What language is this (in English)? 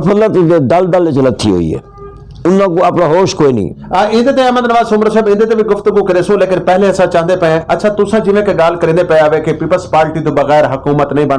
Saraiki